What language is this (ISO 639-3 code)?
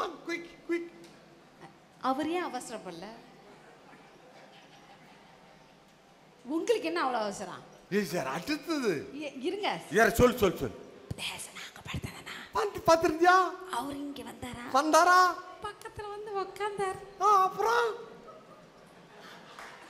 tam